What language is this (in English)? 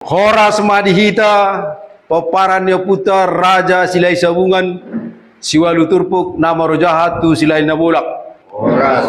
Batak Toba